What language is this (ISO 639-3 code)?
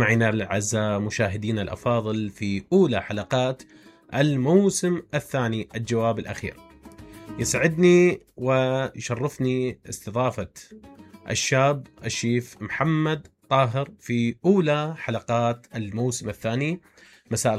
acm